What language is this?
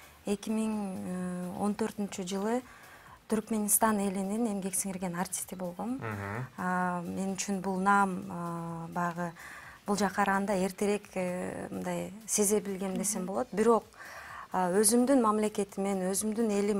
Kyrgyz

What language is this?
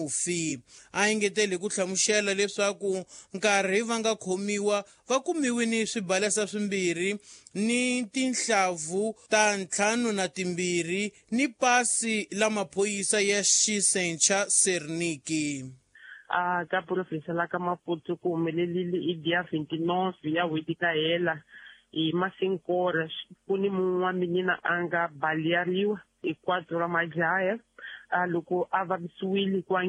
Tsonga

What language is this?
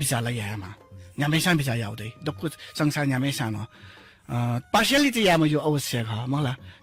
Newari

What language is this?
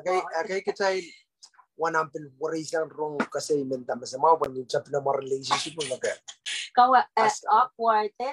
Pohnpeian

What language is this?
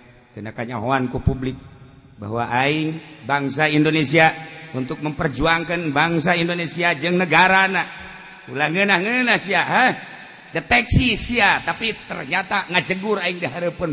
Sundanese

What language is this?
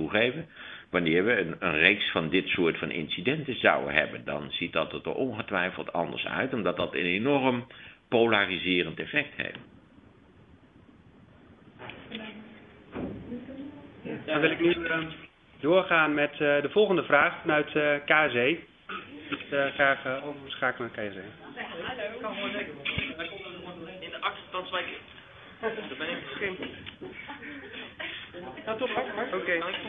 Dutch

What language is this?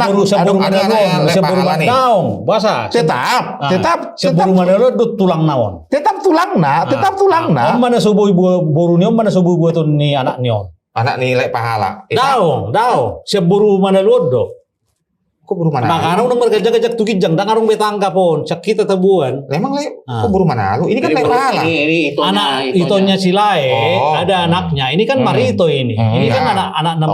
Batak Toba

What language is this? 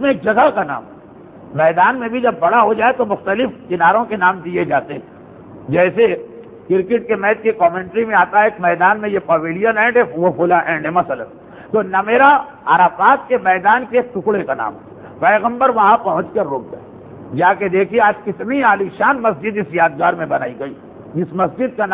Urdu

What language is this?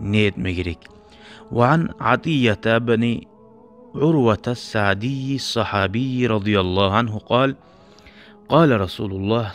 Kumyk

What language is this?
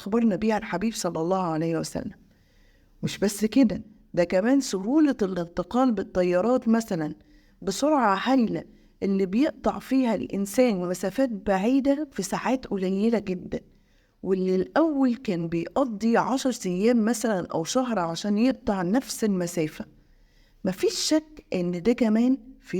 Egyptian Arabic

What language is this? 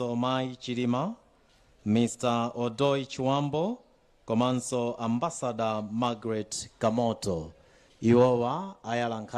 Nyanja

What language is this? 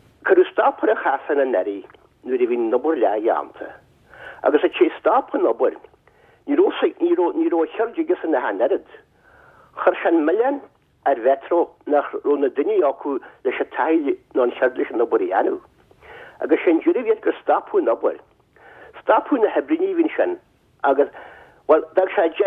Irish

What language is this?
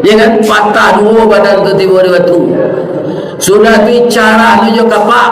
Minangkabau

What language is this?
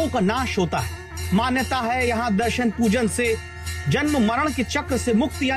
Hindi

